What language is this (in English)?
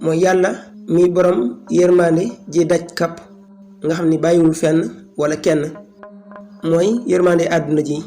Wolof